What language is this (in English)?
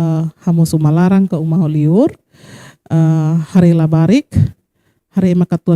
Tetum